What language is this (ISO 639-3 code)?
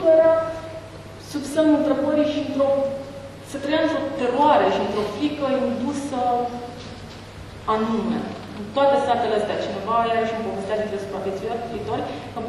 ron